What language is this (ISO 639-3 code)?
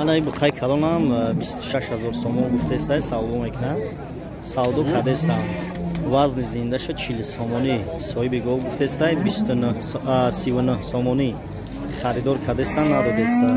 tgk